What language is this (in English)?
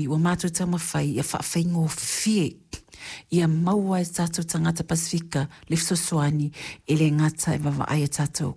Samoan